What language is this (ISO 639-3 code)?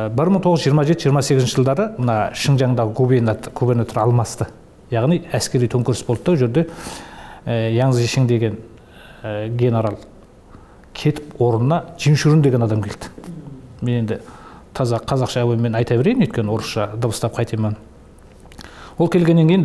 kaz